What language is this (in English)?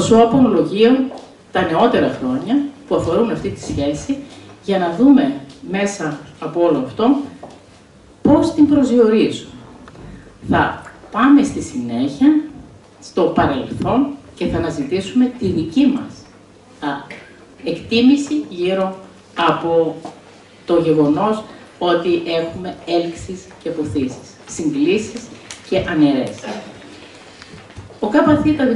Greek